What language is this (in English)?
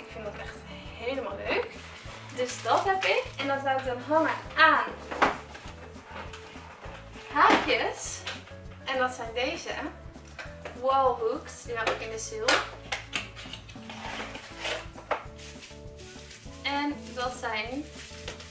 Dutch